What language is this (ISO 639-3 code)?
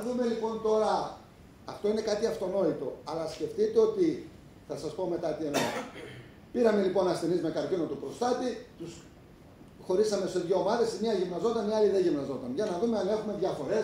ell